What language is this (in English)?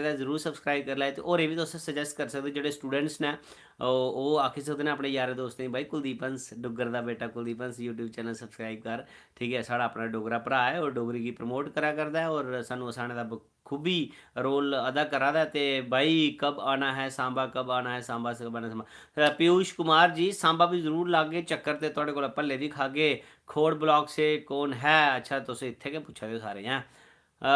Dogri